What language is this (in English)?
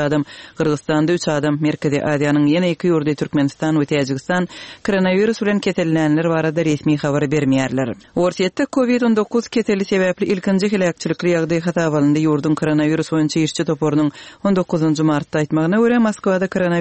Turkmen